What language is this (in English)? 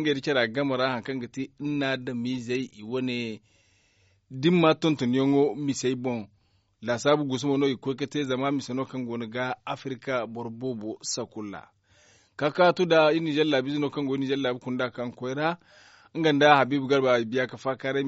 Zarma